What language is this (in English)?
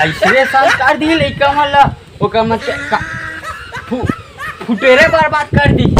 Chhattisgarhi